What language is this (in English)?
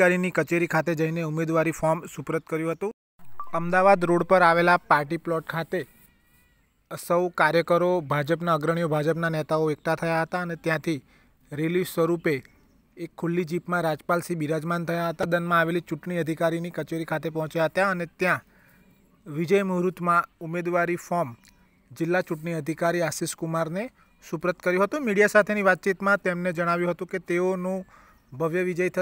Gujarati